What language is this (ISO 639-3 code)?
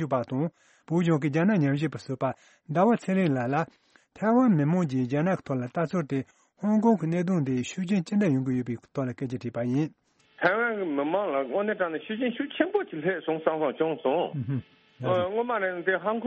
bod